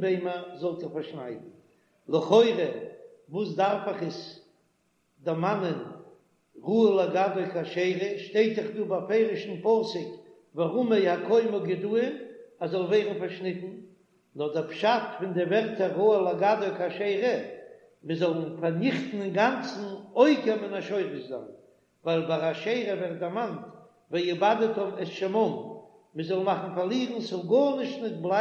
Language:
Yiddish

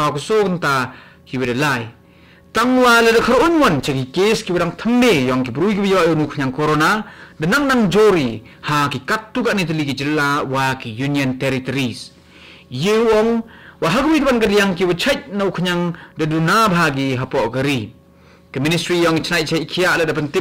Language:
Khasi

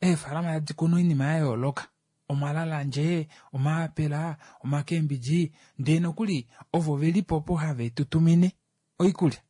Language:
Kuanyama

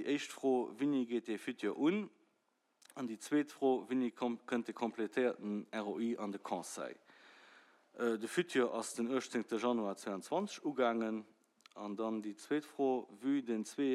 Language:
Luxembourgish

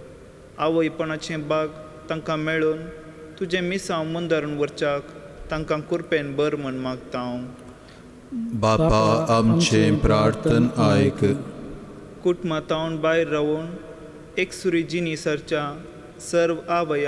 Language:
Konkani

